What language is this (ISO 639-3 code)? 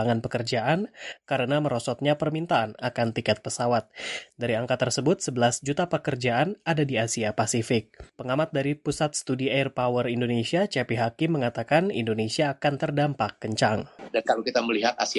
ind